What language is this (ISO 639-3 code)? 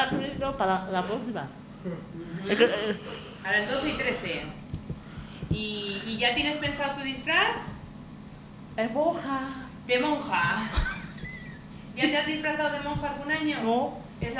spa